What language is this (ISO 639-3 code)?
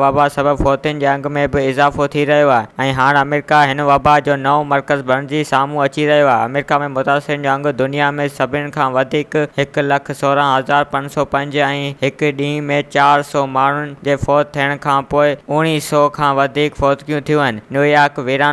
snd